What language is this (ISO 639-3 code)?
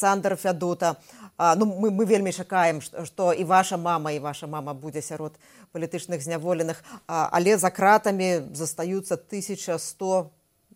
bel